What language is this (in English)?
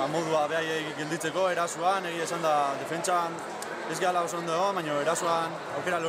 Basque